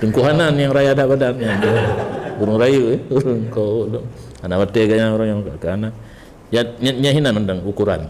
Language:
Achinese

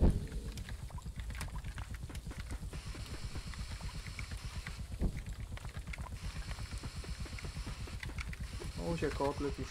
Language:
Polish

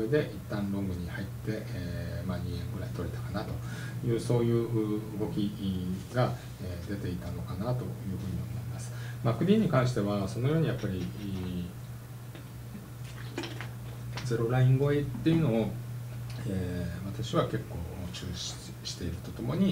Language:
Japanese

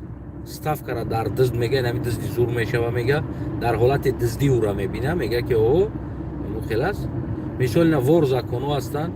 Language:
Tajik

